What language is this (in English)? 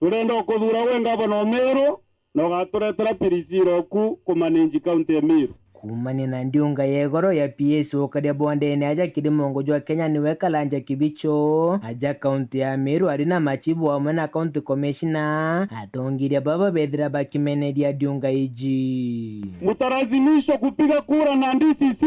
Meru